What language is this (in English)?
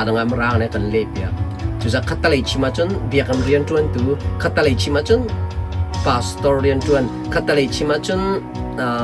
Hakha Chin